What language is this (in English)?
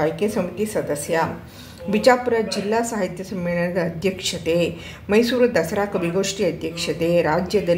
Kannada